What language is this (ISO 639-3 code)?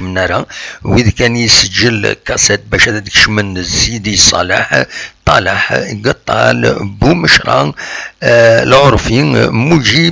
kab